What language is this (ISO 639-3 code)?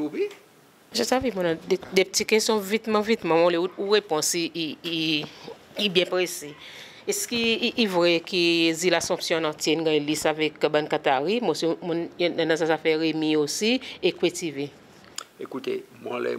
crs